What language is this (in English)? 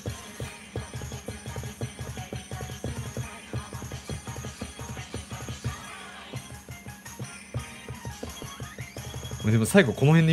Japanese